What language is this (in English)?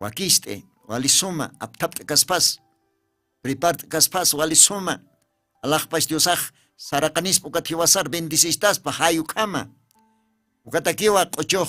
Aymara